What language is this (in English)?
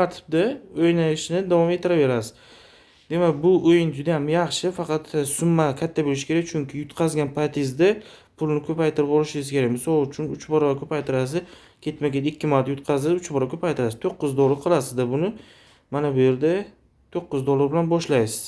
Uzbek